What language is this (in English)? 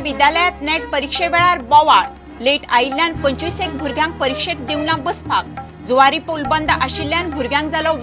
Konkani